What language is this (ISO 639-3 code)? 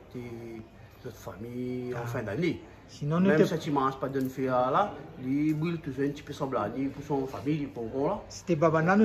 rcf